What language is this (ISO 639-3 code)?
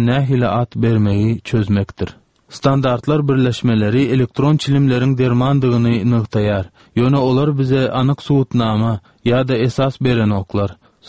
tuk